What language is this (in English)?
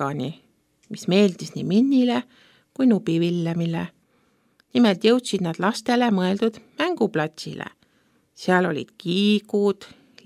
Estonian